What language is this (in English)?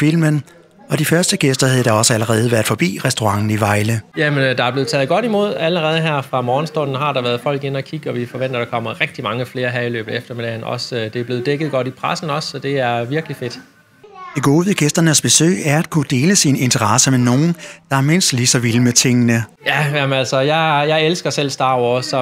Danish